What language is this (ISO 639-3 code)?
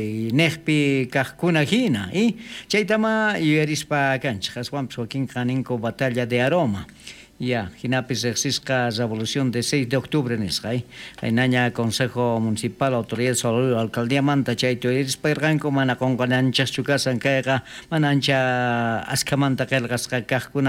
quh